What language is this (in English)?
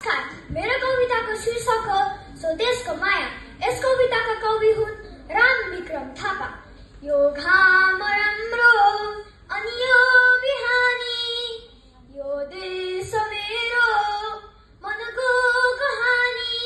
Nepali